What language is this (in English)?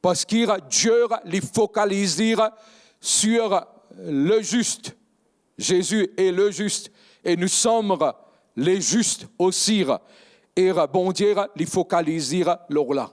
Morisyen